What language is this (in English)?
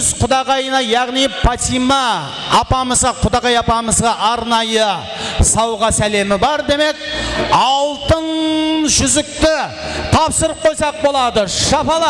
Kara-Kalpak